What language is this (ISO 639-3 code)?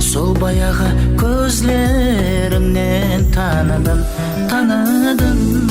kaa